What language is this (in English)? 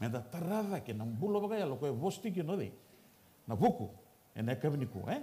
Fijian